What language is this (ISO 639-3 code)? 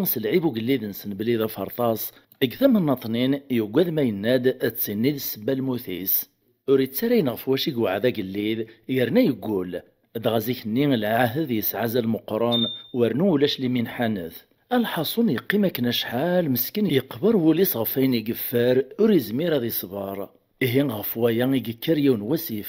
kab